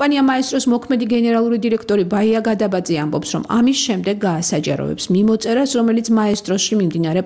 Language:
Georgian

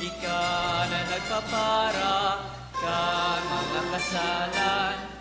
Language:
Bikol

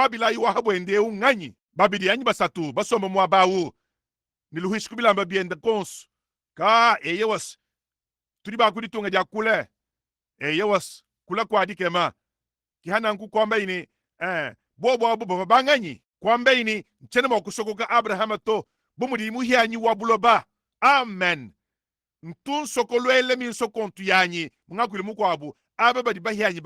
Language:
Luba-Lulua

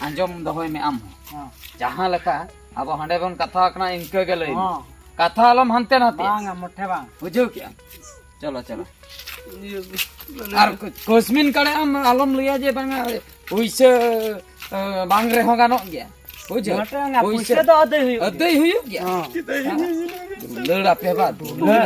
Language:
Santali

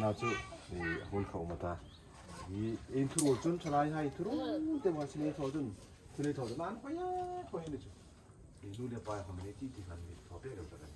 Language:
Hmar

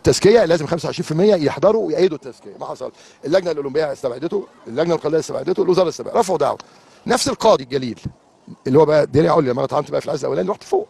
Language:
Egyptian Arabic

